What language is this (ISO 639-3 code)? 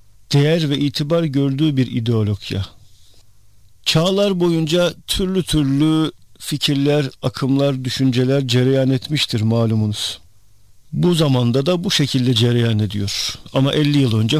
tur